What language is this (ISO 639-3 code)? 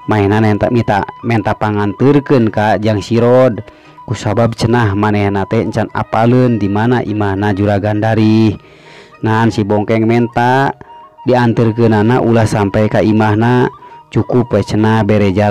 sun